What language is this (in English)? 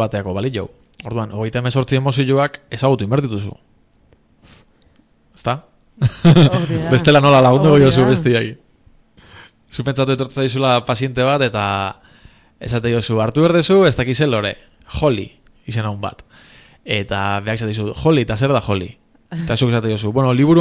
Basque